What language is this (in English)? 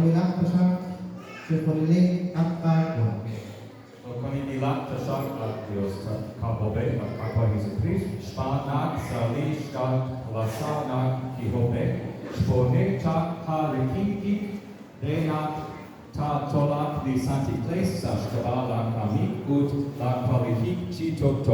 Kekchí